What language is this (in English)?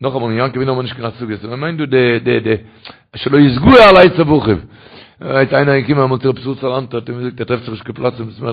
Yiddish